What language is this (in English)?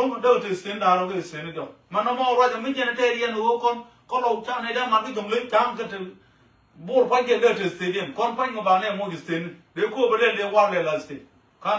Nuer